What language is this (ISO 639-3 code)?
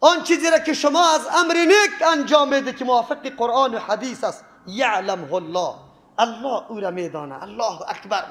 fas